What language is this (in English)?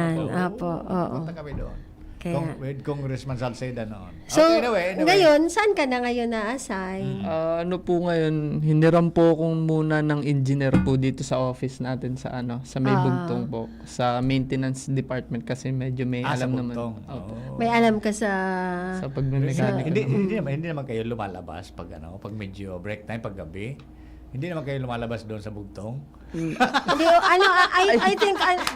Bikol